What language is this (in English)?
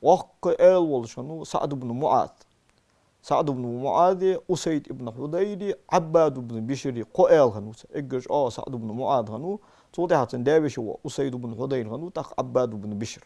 Ingush